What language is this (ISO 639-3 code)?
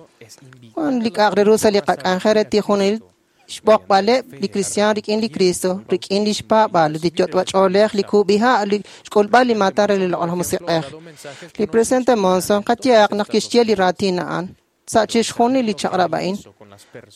kek